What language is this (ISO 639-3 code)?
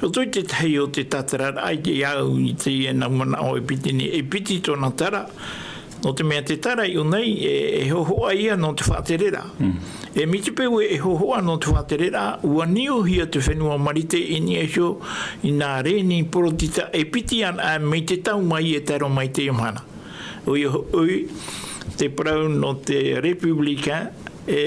tah